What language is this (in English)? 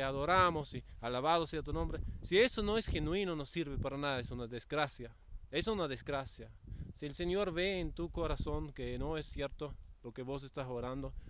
Spanish